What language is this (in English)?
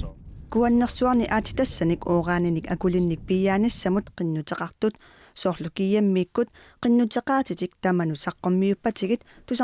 Kalaallisut